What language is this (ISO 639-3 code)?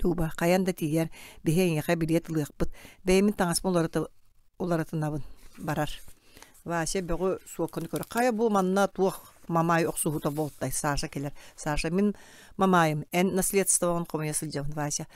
sah